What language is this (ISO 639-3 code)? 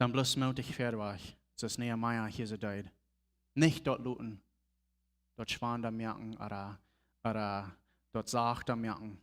pdt